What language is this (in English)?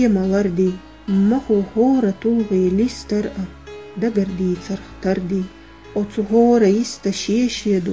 Chechen